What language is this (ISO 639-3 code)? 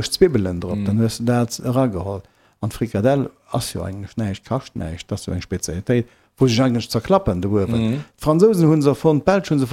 ltz